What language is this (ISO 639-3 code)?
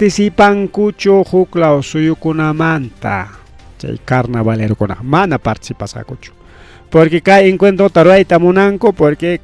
quy